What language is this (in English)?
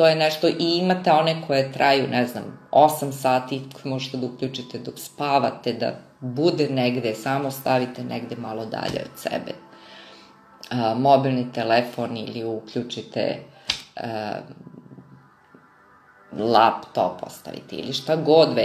Serbian